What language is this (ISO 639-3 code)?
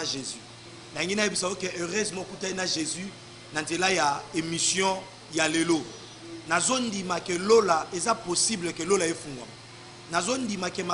lin